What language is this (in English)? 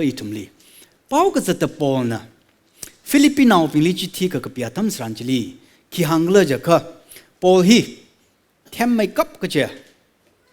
Tangkhul Naga (India)